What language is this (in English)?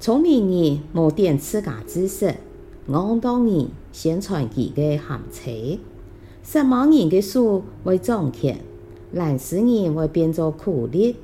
Hakka Chinese